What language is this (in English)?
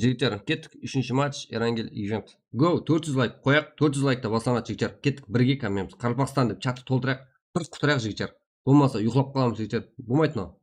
Kara-Kalpak